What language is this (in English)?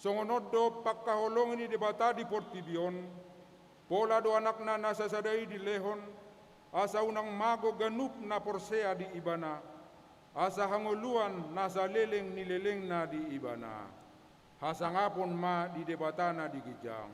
Batak Toba